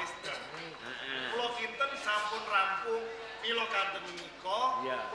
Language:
Javanese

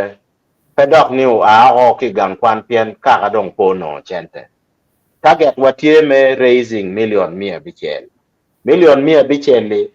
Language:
Acoli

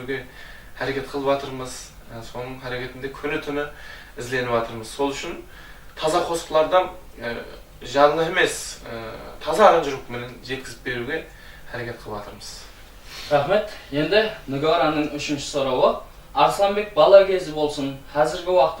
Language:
Kara-Kalpak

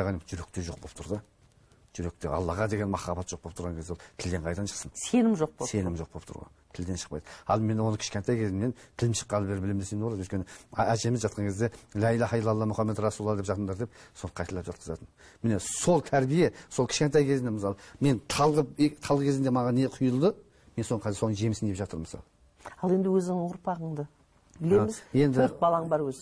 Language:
Kazakh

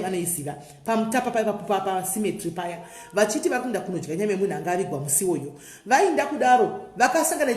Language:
Shona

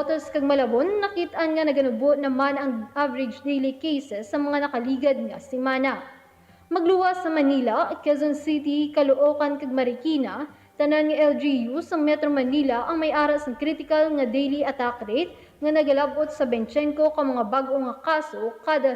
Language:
Hiligaynon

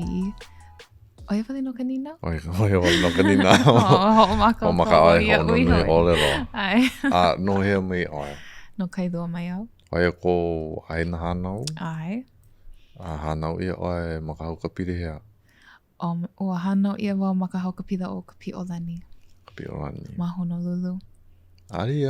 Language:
Hawaiian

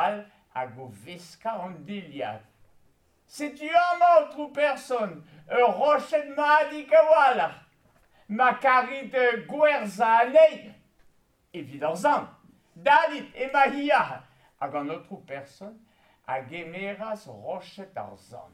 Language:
Breton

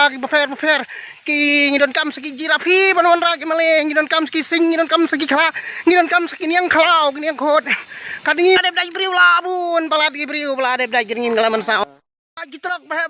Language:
Khasi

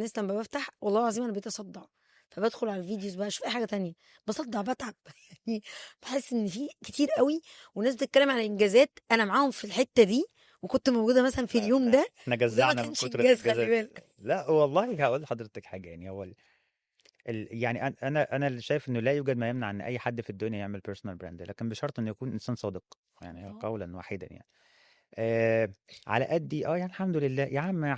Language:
Egyptian Arabic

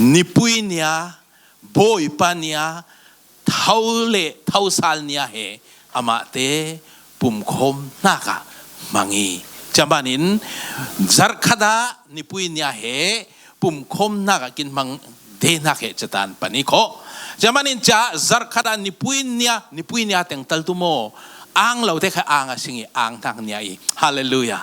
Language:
Falam Chin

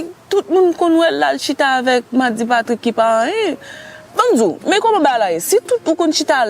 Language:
Haitian Creole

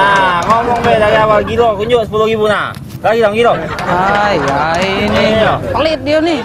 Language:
Musi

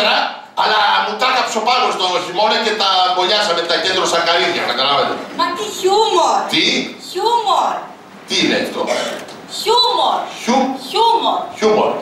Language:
Greek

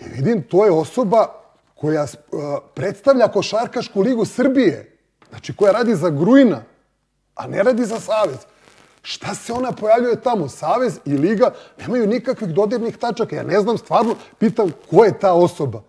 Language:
Serbian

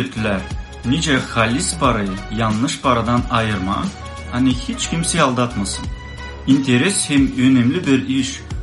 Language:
Gagauz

